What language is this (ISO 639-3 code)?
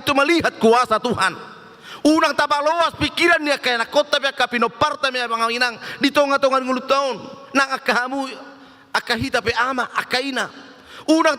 bbc